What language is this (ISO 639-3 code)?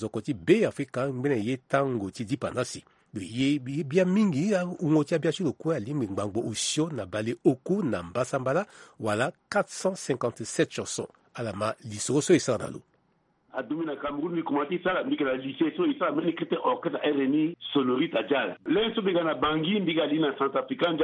sag